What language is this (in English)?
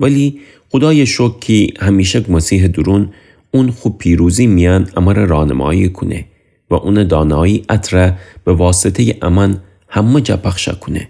Gilaki